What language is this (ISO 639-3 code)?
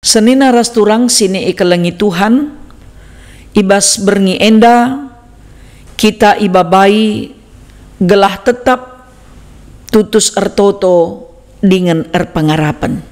btx